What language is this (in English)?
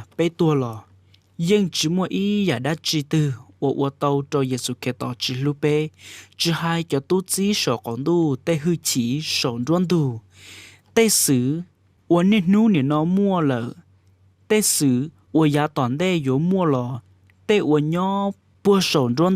Hmong